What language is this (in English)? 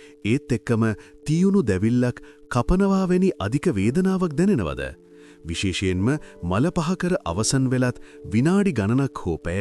Sinhala